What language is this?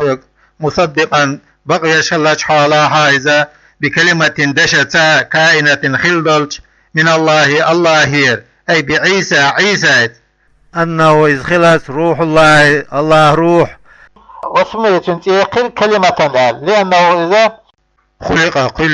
Chechen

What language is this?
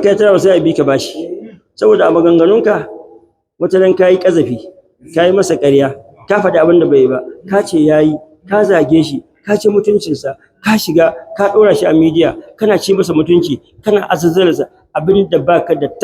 Hausa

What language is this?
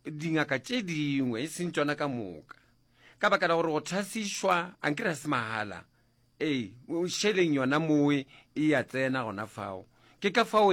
Northern Sotho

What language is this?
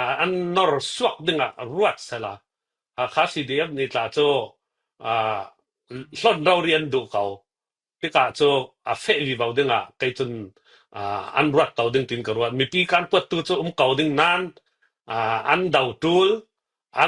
Falam Chin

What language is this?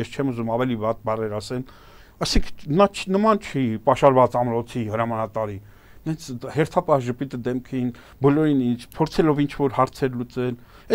Armenian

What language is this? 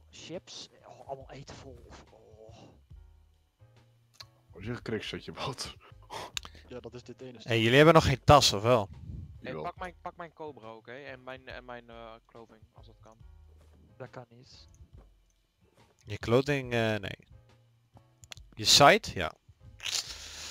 Dutch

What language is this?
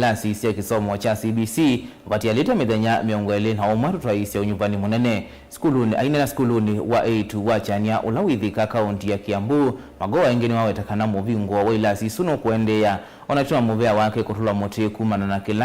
Kamba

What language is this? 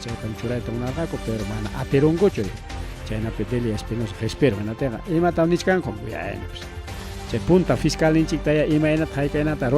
Ayacucho Quechua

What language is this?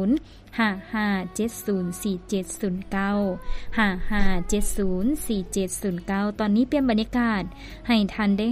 Lao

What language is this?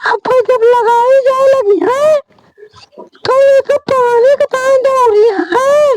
Awadhi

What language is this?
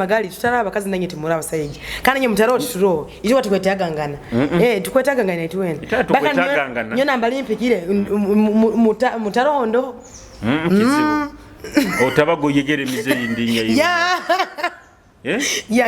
Nyoro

